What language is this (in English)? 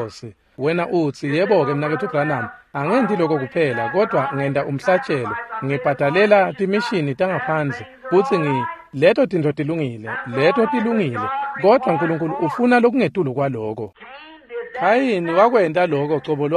Swati